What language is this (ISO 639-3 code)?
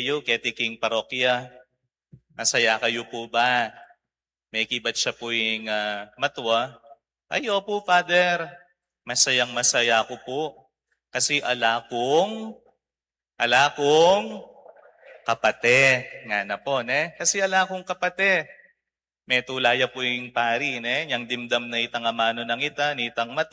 pam